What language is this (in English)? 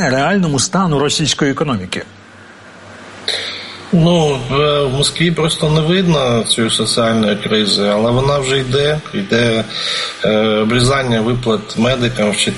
Ukrainian